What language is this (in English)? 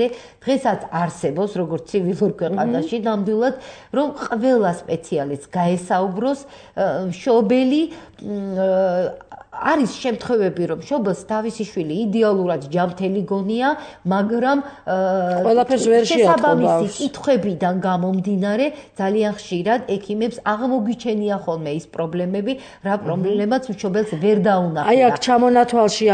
Georgian